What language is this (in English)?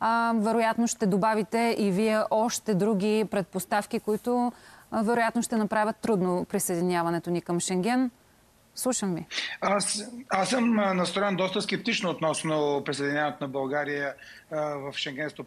Bulgarian